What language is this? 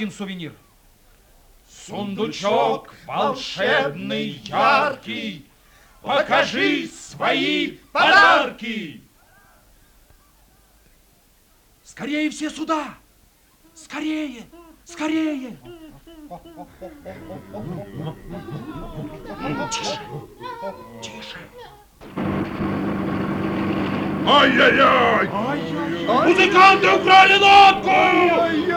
Russian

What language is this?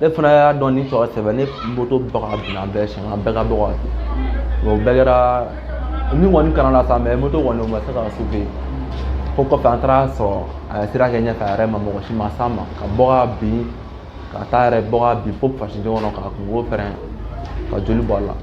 Bambara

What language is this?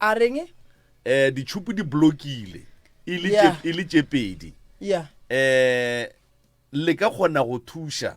Northern Sotho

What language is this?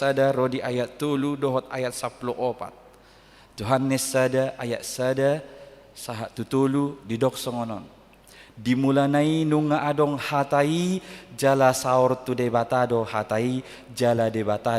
Batak Toba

